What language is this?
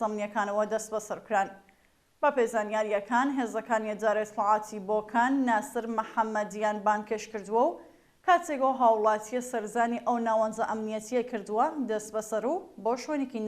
Central Kurdish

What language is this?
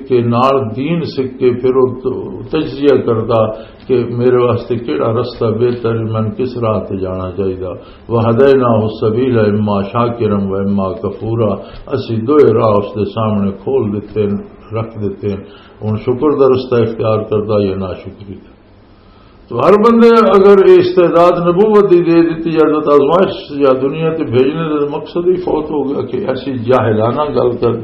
Western Panjabi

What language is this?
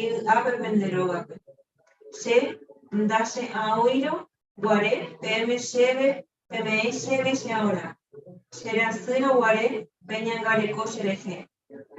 Guarani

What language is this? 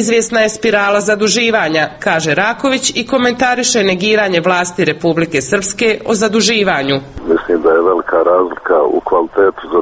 Serbian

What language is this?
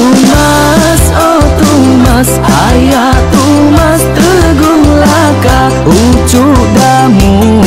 Iban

